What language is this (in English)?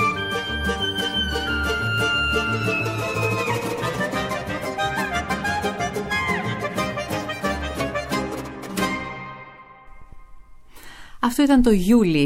Greek